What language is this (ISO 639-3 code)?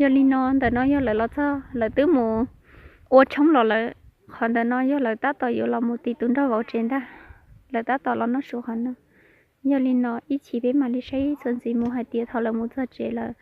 hmn